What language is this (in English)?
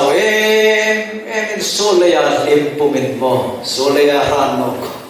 Hmar